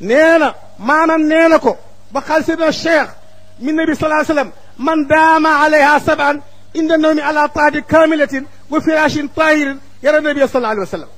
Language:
Wolof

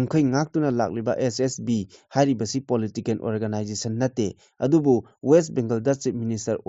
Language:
Manipuri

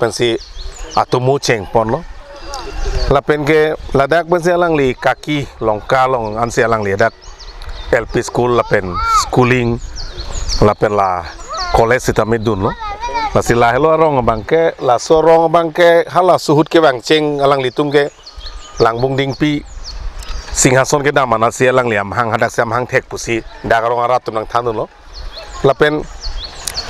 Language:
Karbi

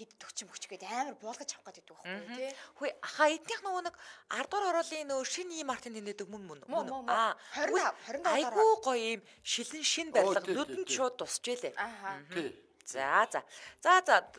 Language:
Mongolian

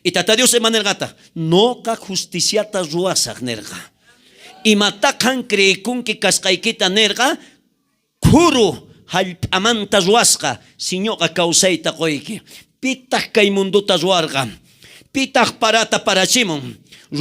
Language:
South Bolivian Quechua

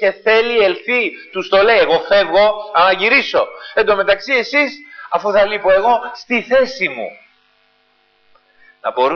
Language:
Greek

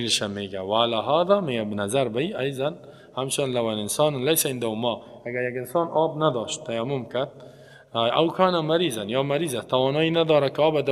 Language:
Persian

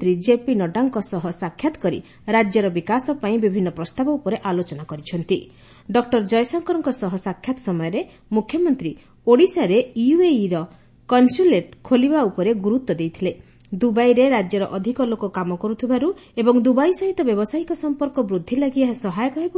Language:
Odia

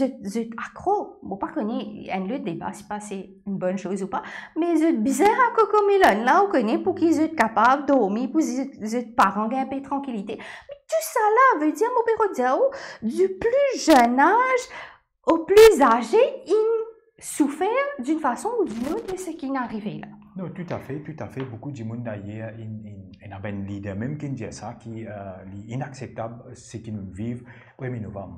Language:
Morisyen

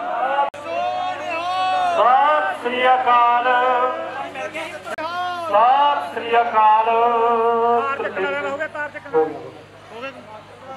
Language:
Punjabi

